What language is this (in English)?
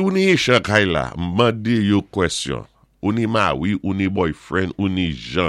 Saint Lucian Creole French